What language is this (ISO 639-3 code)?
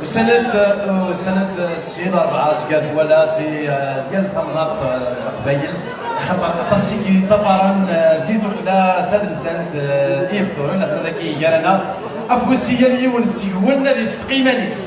kab